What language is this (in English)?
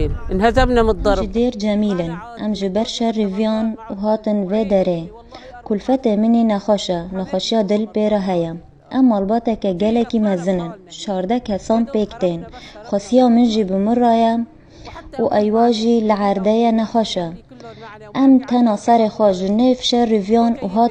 Kurdish